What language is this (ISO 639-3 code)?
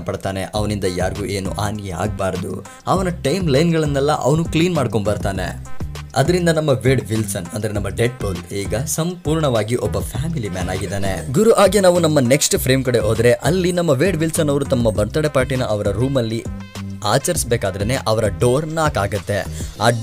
kan